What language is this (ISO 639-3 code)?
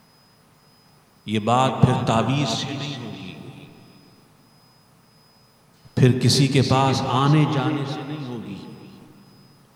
urd